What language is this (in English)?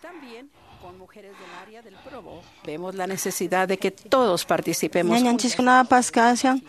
Quechua